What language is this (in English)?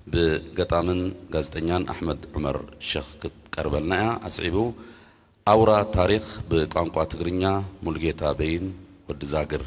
Tigrinya